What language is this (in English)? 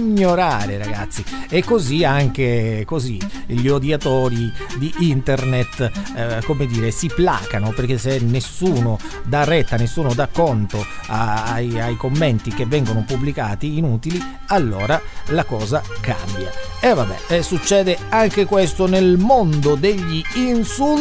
Italian